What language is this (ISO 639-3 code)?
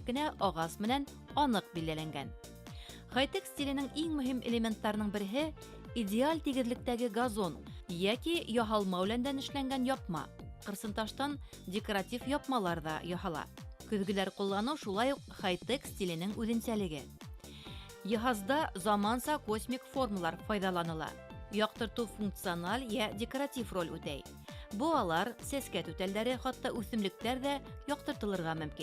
bak